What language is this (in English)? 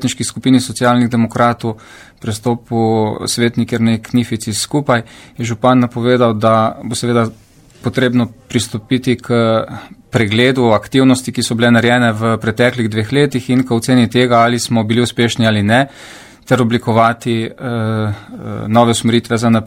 Slovenian